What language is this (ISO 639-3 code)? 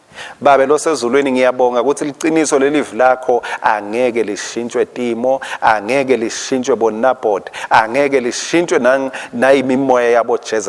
ssw